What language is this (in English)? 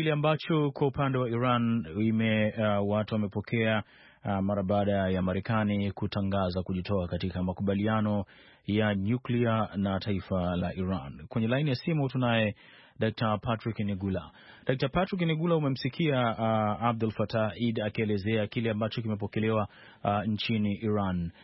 Swahili